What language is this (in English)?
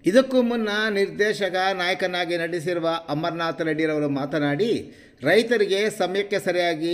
Kannada